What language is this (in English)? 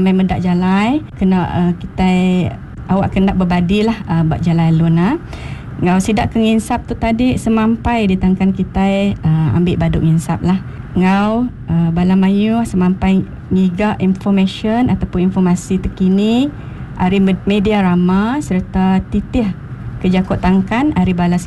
Iban